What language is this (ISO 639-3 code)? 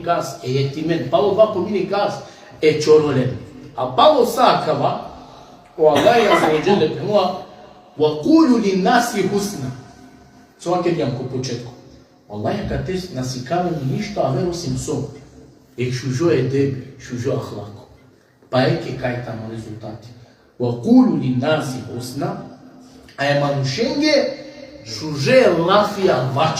rmn